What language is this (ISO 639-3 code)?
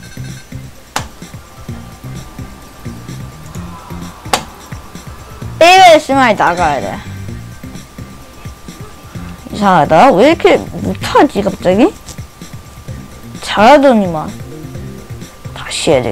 kor